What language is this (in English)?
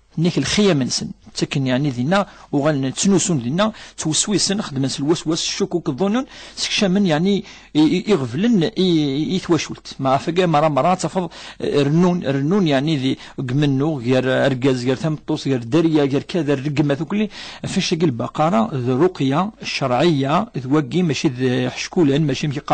Kabyle